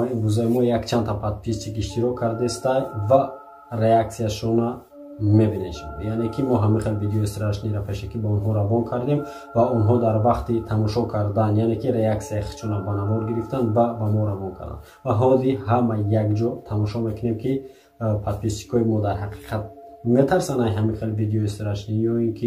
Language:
Tajik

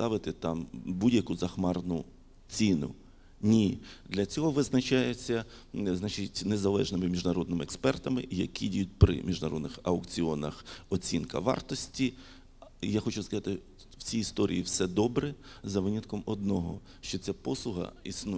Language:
Ukrainian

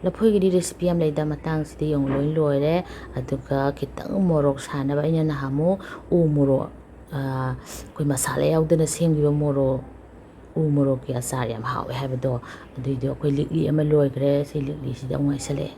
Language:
Manipuri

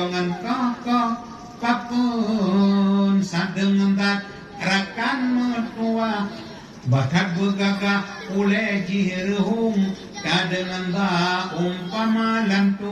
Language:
Achinese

